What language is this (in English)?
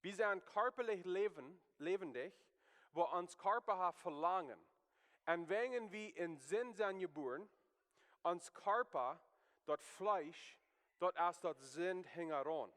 Plautdietsch